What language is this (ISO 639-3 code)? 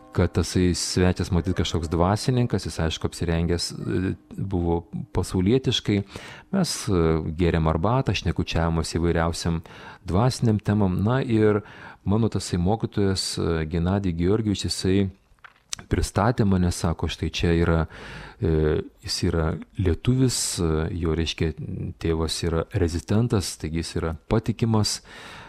lit